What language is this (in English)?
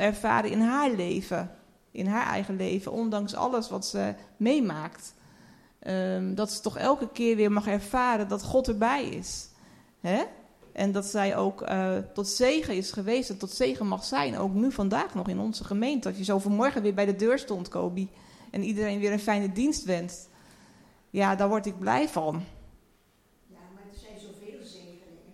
Dutch